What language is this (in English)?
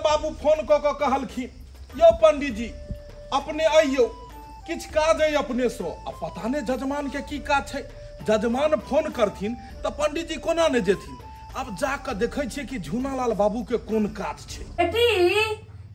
Maithili